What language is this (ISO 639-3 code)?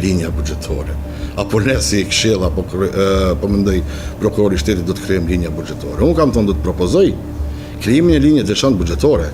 sqi